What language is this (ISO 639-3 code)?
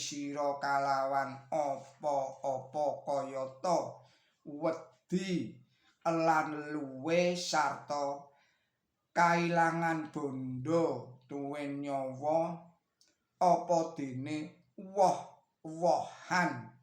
jav